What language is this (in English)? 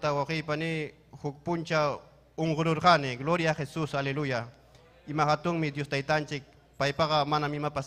Ayacucho Quechua